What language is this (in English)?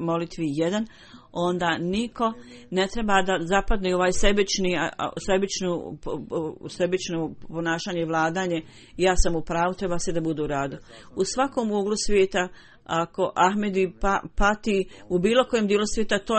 Bosnian